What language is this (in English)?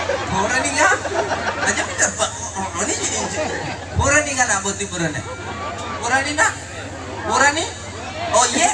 Buginese